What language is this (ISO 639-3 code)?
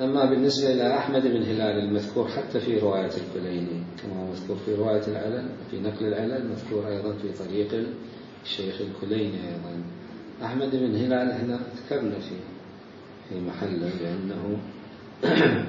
acm